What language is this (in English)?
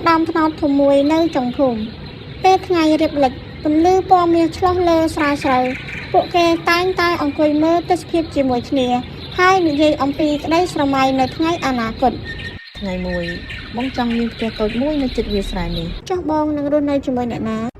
Khmer